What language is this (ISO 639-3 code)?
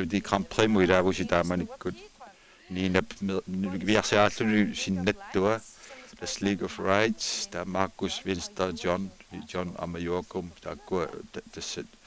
kal